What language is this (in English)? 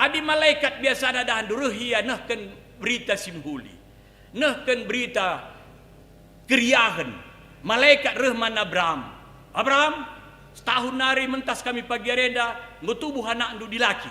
Batak Karo